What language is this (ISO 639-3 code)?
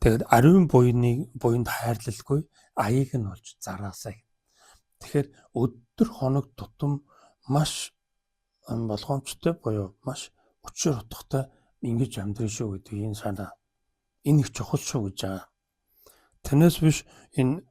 mon